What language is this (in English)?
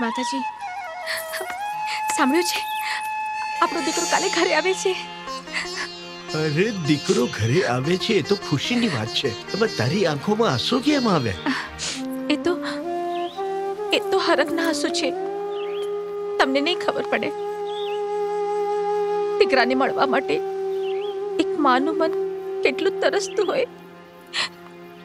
Gujarati